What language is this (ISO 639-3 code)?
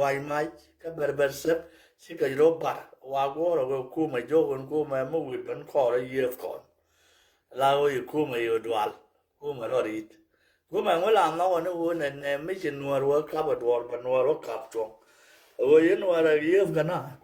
nus